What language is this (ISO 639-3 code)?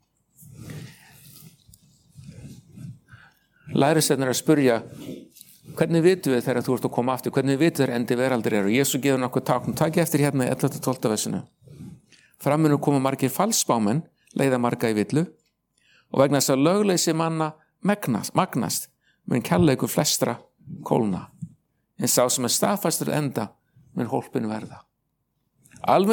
isl